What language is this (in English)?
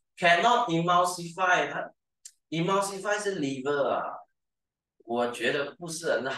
Chinese